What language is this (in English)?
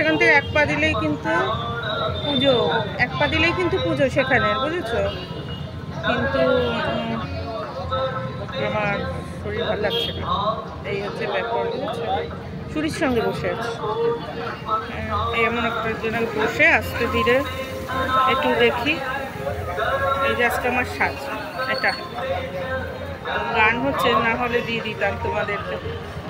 Bangla